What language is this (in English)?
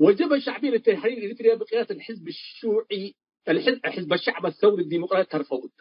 Tigre